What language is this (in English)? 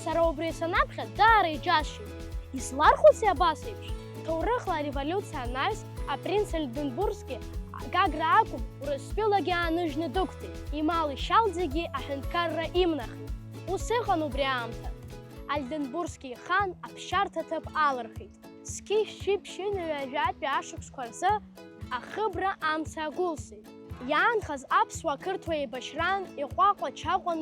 Abkhazian